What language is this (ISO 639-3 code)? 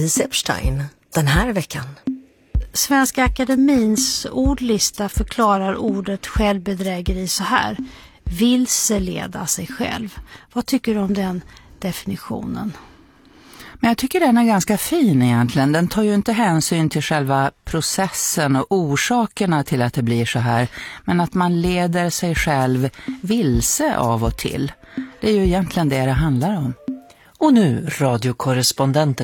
swe